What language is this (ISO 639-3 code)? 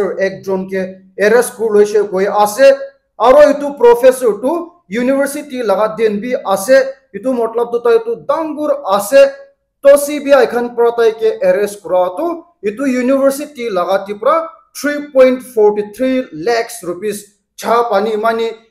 nag